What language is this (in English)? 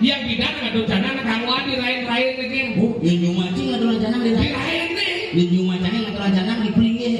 Balinese